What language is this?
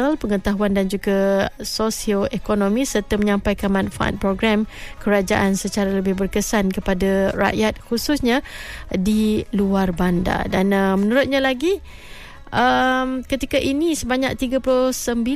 Malay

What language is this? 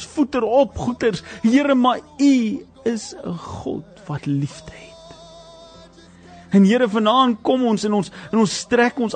Afrikaans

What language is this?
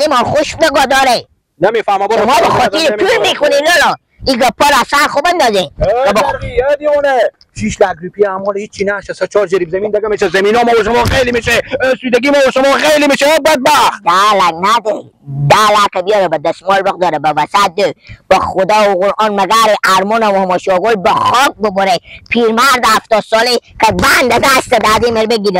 Persian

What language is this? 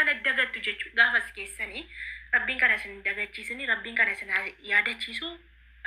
Oromo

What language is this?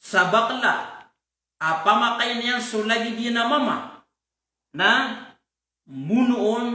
Maranao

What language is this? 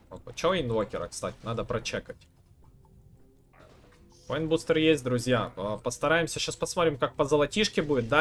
Russian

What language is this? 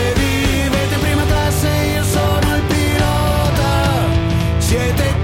Italian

